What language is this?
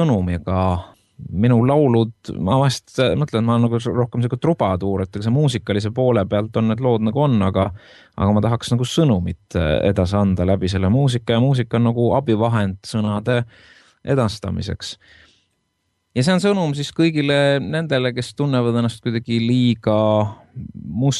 Estonian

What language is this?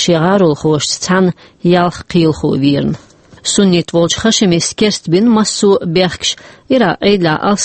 Chechen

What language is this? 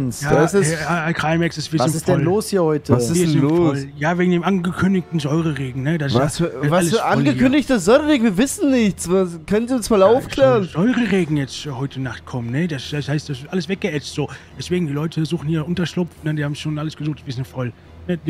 German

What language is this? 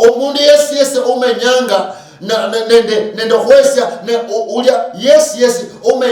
Luyia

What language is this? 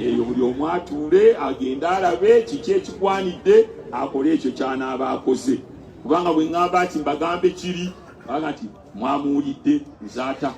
Ganda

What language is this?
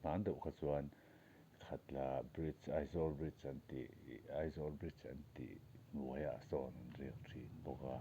Mizo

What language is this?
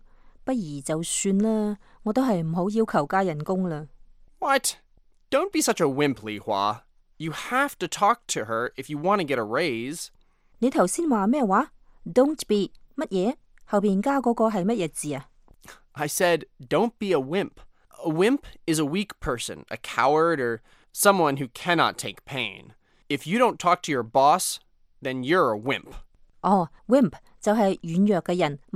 Cantonese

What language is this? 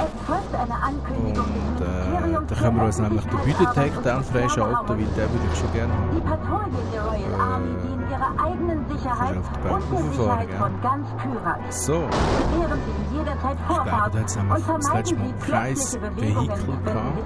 Swiss German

